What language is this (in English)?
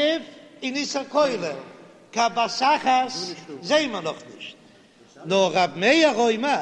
Yiddish